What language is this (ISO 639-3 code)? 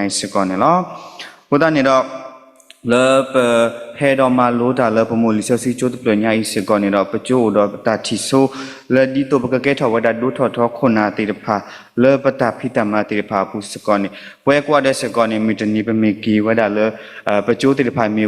ksw